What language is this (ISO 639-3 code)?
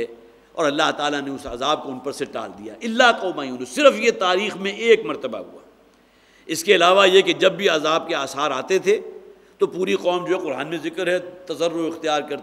urd